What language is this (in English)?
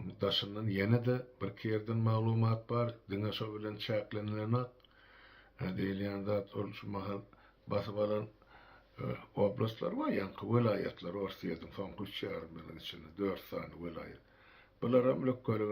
Turkmen